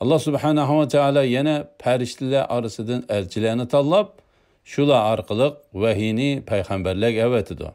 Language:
Uyghur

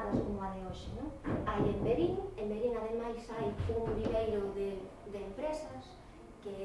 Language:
Galician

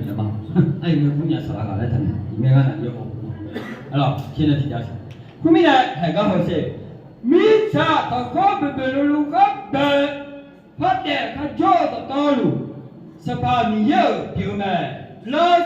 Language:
Akha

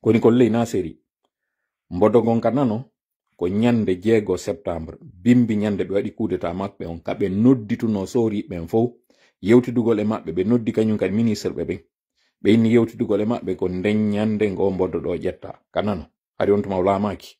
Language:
Pular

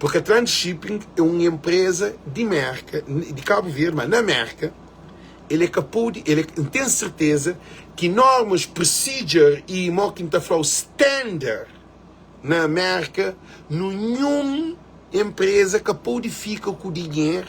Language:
Kabuverdianu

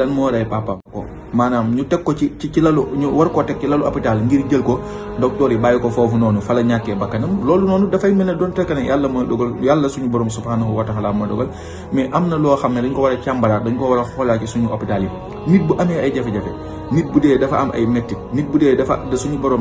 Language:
Wolof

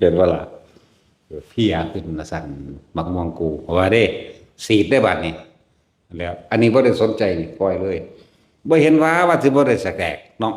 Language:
Northeastern Thai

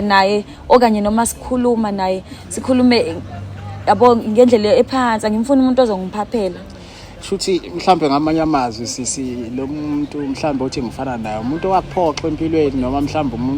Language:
Zulu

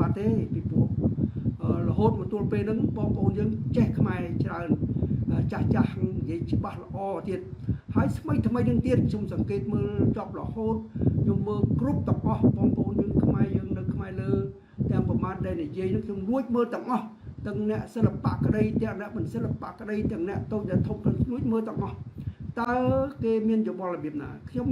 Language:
Khmer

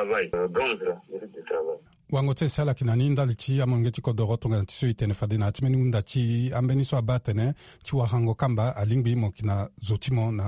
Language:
Sango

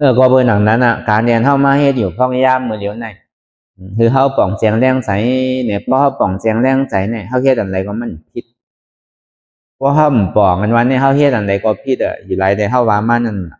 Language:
Shan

